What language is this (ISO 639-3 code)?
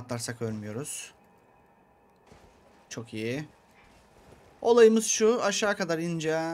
tur